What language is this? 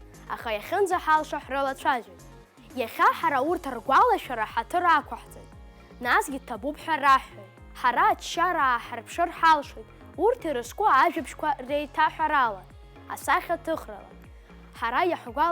Abkhazian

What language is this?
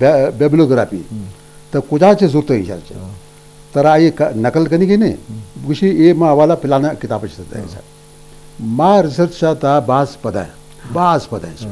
Eastern Balochi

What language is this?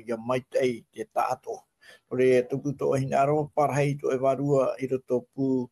Tahitian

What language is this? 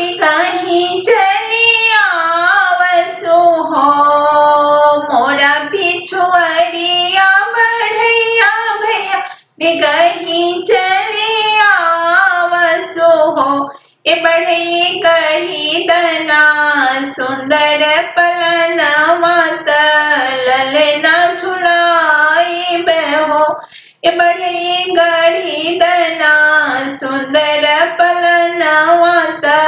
Bhojpuri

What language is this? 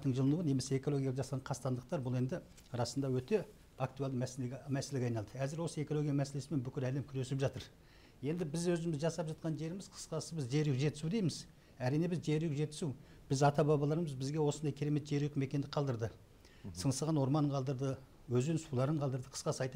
Kazakh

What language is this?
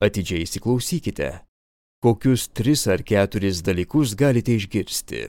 Lithuanian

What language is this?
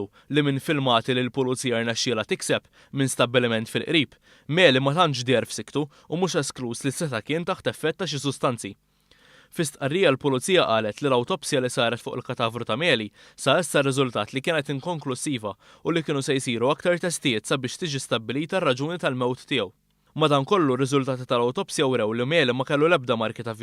Maltese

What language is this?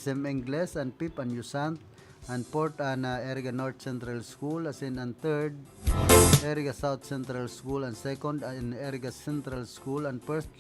Bikol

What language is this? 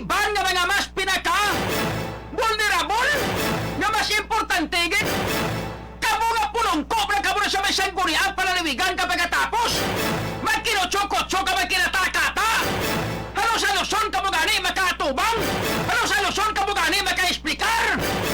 Hiligaynon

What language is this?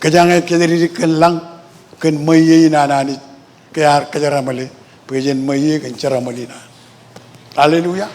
Marshallese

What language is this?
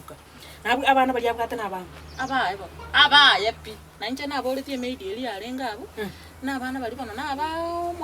Gusii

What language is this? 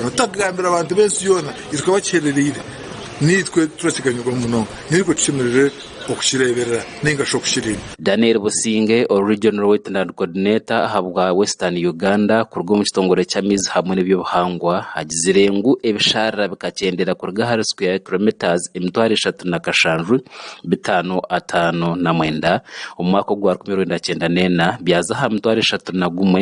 Nyankole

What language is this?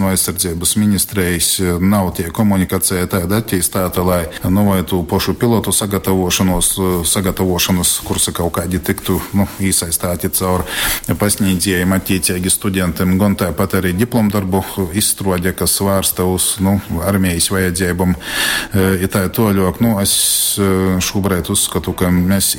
Latgalian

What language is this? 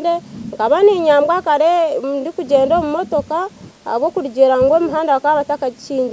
Nyankole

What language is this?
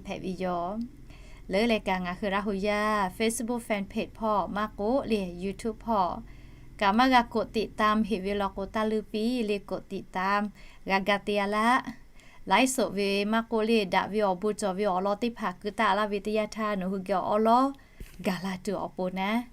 Lahu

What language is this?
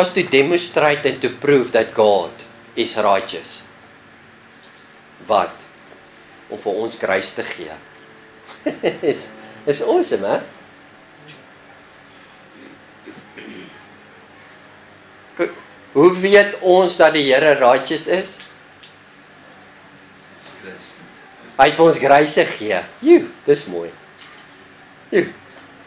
Afrikaans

